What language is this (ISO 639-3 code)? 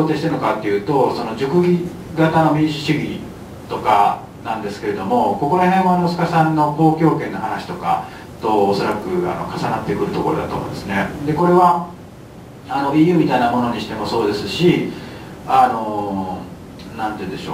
jpn